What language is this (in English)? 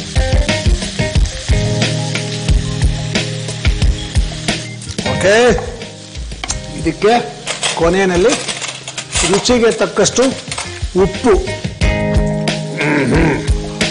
Kannada